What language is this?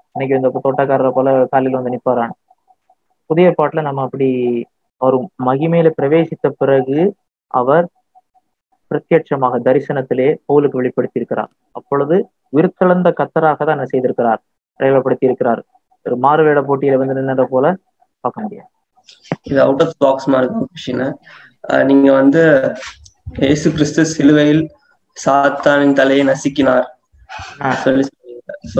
Tamil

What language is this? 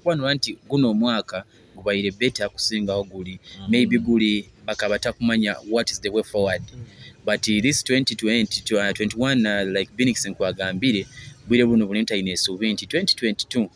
Nyoro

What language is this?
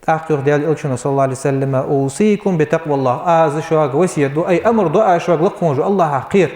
Ingush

